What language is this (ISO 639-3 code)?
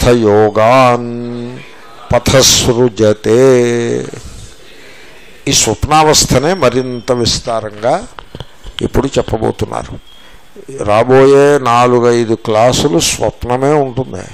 tel